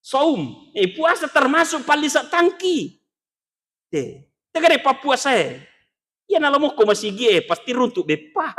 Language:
Buginese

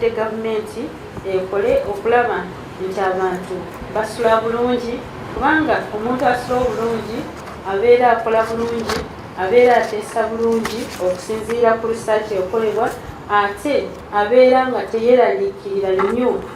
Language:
Ganda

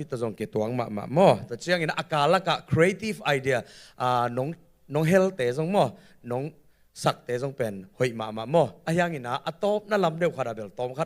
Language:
Tedim Chin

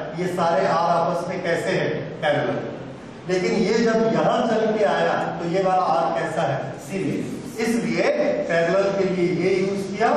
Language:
Hindi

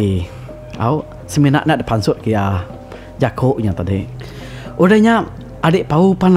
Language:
Iban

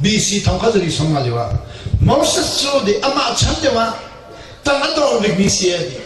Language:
Hakha Chin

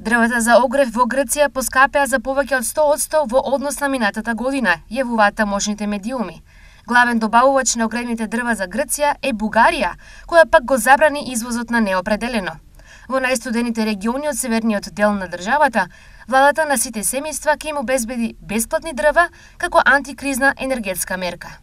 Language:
Macedonian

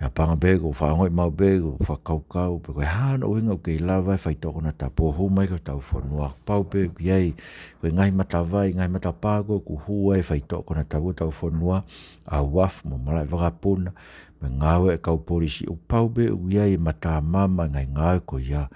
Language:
Tongan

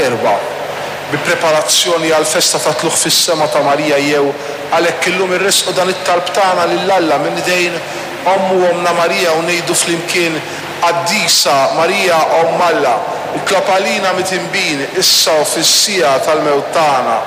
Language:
Maltese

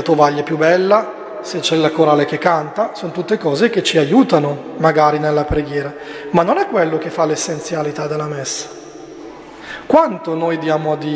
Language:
Italian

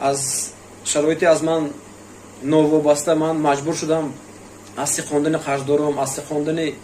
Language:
Tajik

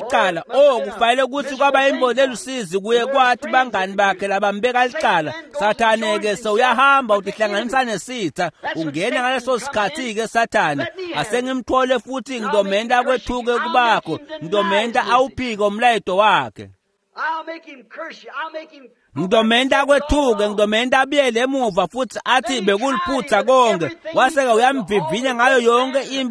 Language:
Swati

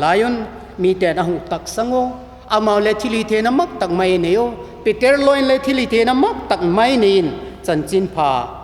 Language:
Vaiphei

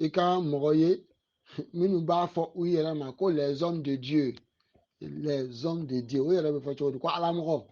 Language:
Bambara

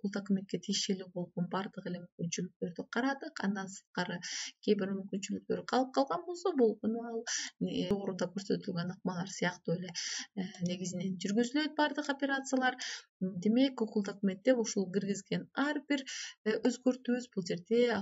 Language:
Kyrgyz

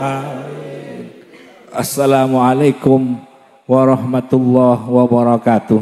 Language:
Madurese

